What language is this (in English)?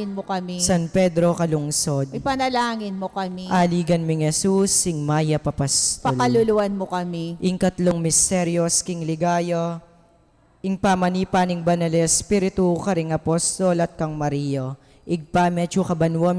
Pampanga